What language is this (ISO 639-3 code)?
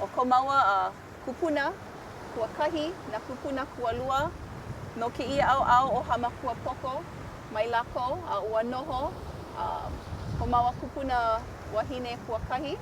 haw